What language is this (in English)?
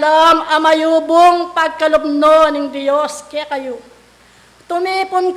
Pampanga